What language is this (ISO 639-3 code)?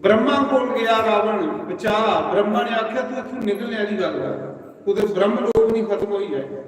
doi